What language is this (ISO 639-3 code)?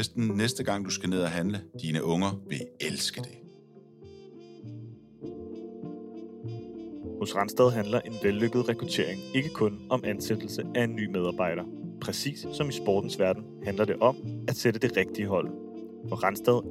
dan